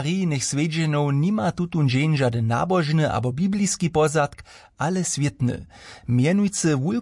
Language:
Upper Sorbian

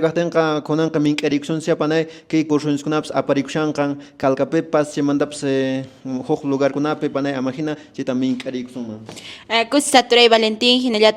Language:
Quechua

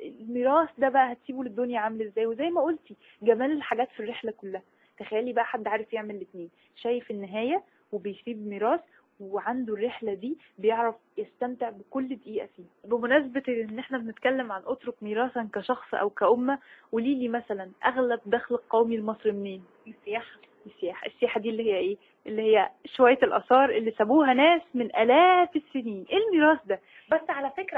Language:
Egyptian Arabic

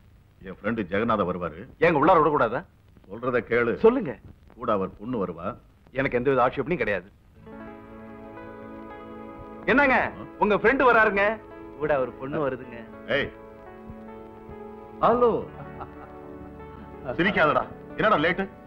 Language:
Tamil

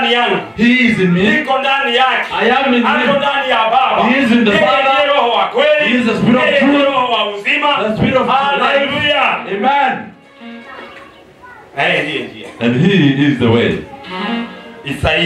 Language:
Swahili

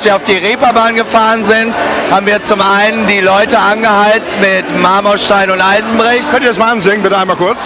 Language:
German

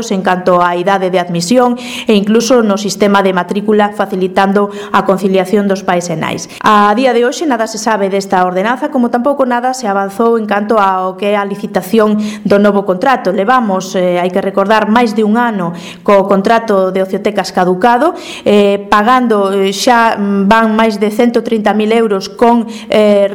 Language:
Galician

